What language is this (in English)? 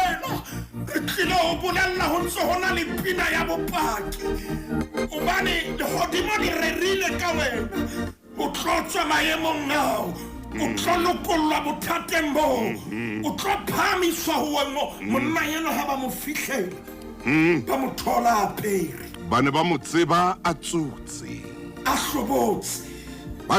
Southern Sotho